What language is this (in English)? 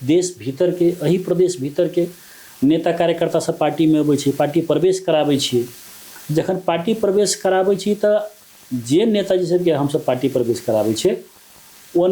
Maithili